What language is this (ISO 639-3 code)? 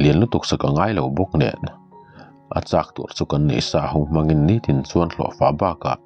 lus